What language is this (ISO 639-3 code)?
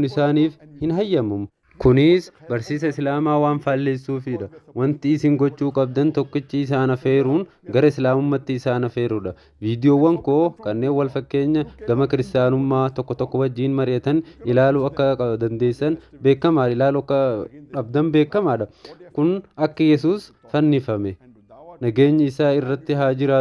orm